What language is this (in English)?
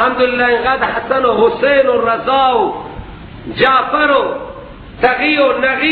Persian